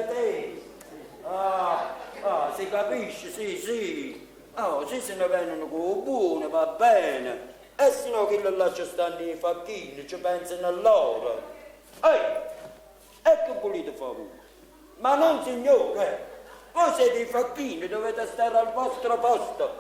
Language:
Neapolitan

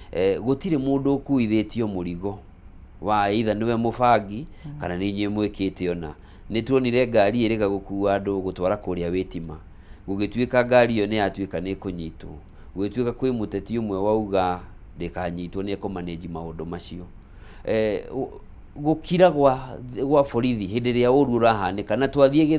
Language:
Kikuyu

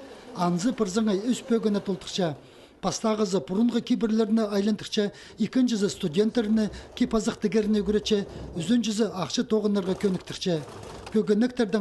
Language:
Khakas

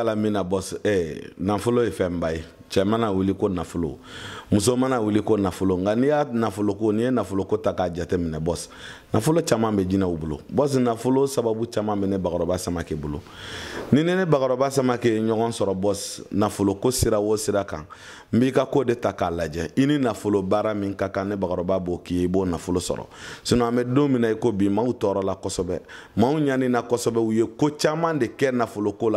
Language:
Bambara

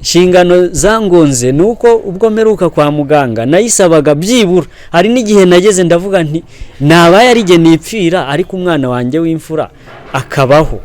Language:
Kinyarwanda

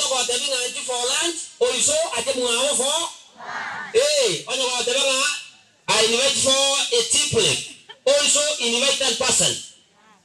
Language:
Gusii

